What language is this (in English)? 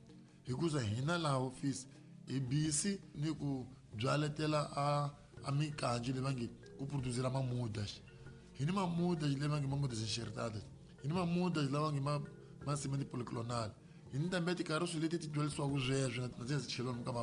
Tsonga